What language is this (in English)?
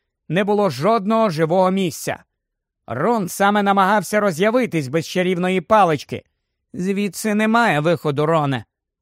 Ukrainian